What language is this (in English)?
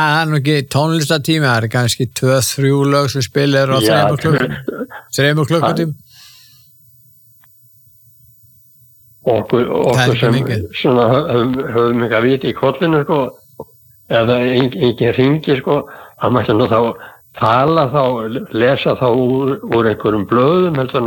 Icelandic